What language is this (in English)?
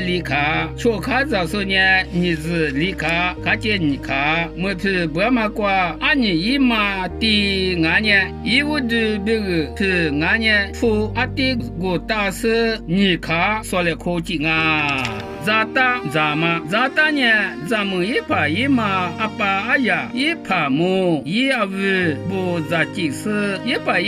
Lisu